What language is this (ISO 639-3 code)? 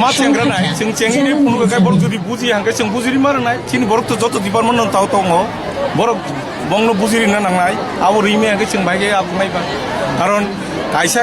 trp